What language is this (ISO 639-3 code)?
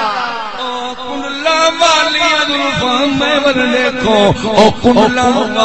skr